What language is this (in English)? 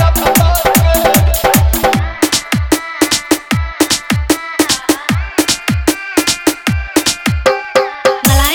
Bhojpuri